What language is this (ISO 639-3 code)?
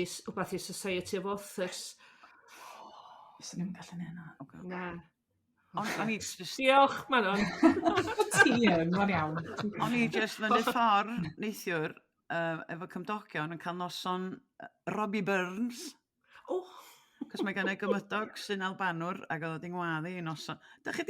cym